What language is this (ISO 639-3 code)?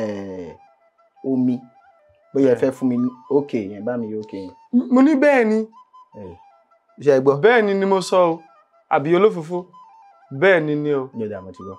yor